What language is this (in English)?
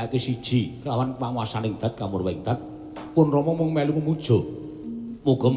Javanese